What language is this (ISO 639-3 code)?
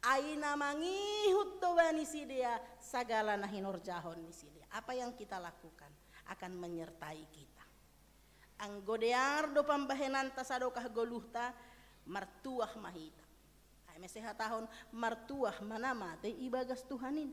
bts